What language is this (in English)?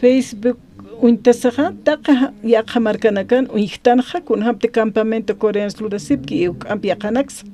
Aymara